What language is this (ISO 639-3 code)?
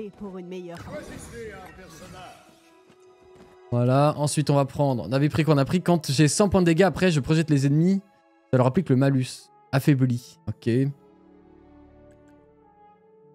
fra